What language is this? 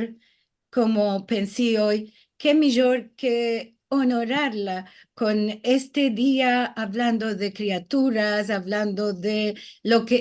Ladino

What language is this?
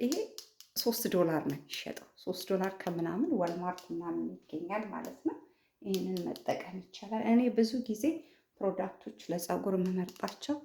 Amharic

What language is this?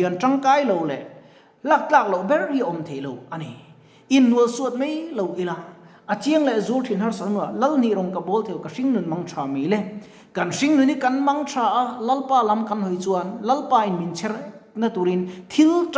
Mizo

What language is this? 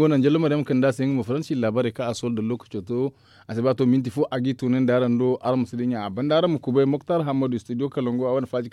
Zarma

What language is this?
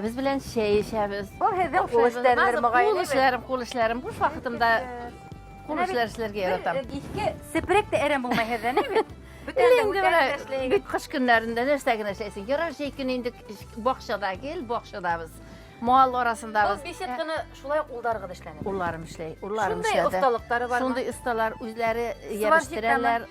Bashkir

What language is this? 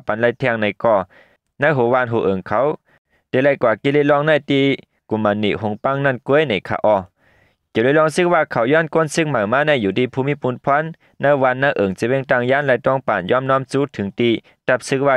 Shan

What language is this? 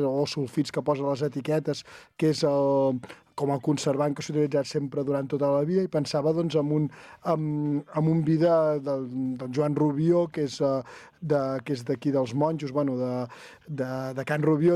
Catalan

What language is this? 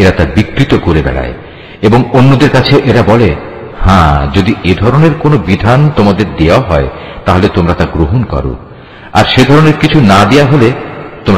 Bangla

